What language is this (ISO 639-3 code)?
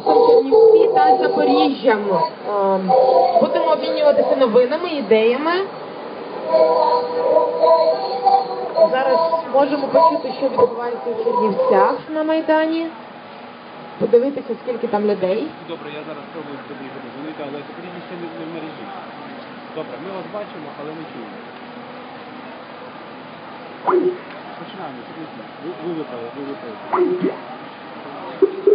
ukr